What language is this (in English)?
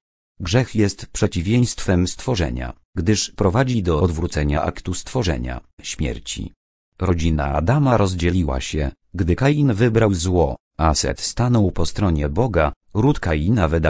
Polish